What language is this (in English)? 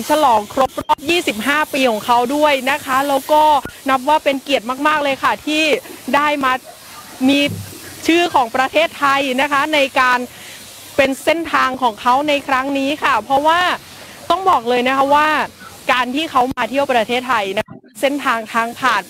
Thai